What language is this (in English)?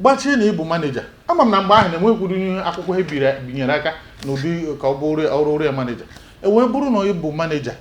Igbo